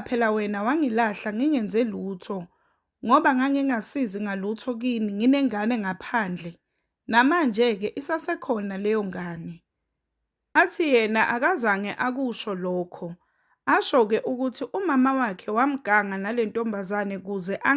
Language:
Zulu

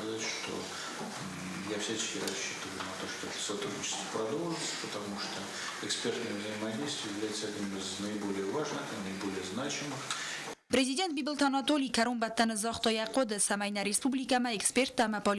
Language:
Ossetic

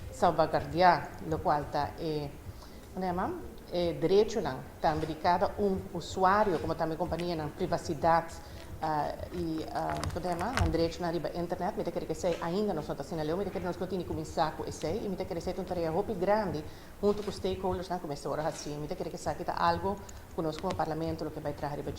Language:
Papiamento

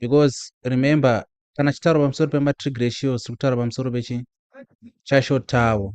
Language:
Shona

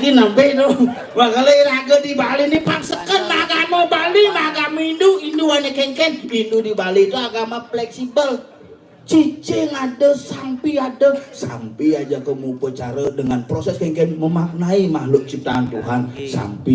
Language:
Balinese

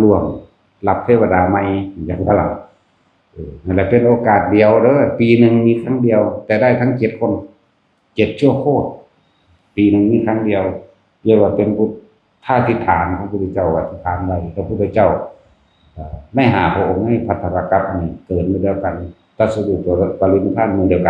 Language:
Northeastern Thai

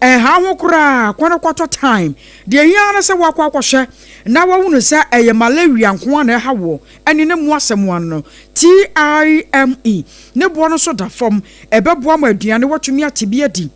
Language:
Akan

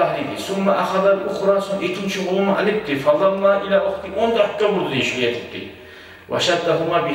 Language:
Kumyk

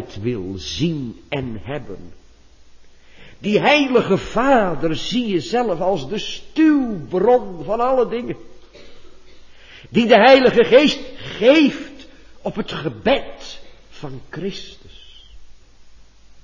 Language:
Dutch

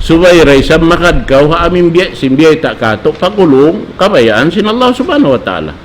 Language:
Tausug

